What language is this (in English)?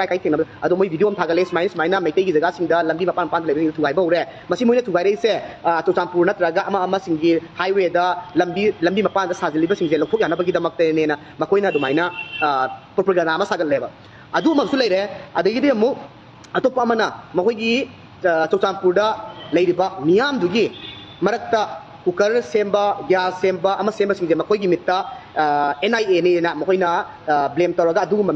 Manipuri